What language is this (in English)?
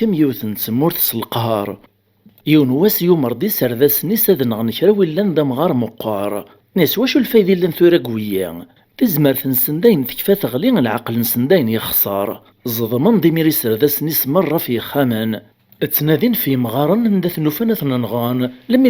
Kabyle